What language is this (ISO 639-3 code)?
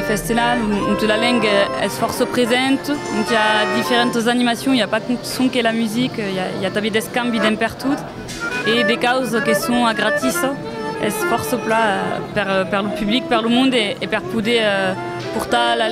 oci